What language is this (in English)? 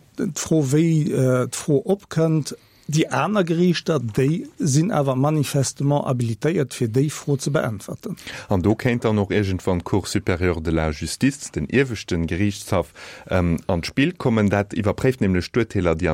Luxembourgish